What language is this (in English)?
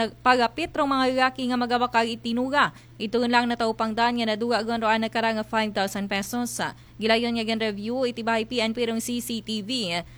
Aklanon